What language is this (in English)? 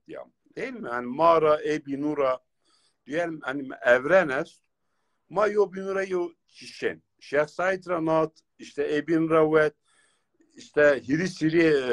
Zaza